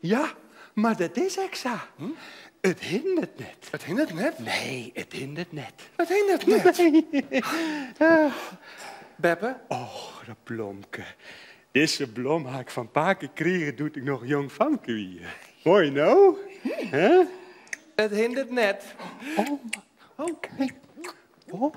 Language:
Western Frisian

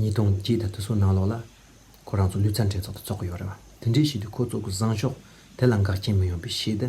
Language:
Tibetan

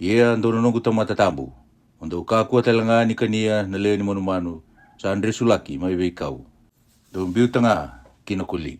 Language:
Fijian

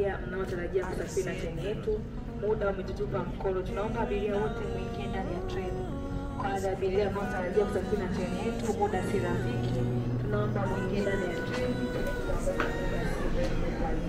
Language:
Swahili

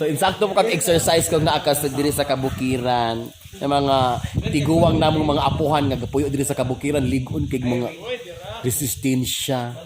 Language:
Cebuano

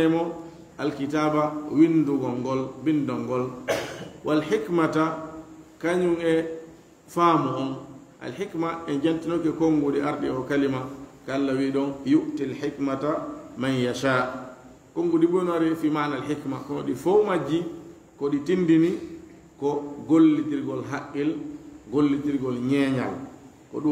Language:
Fula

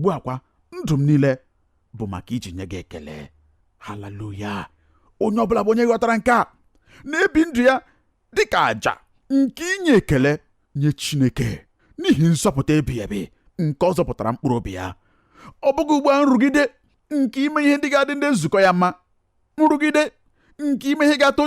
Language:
Igbo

